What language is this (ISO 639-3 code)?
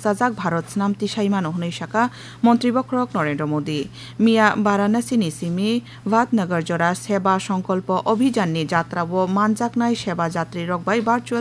trp